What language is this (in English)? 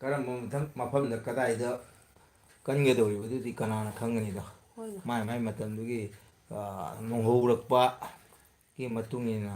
Manipuri